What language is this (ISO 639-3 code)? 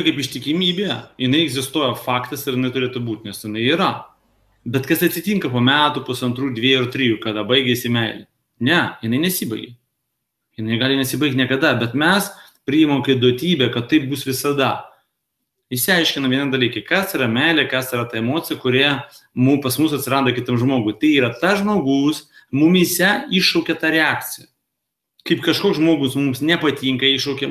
lit